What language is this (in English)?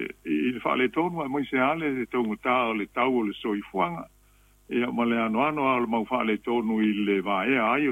Samoan